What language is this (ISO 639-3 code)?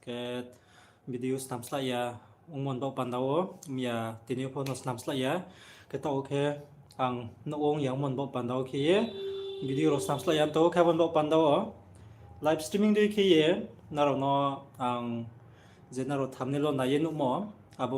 ria